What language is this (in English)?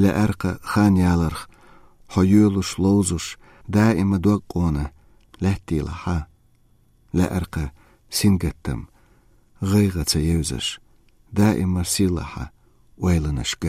Chechen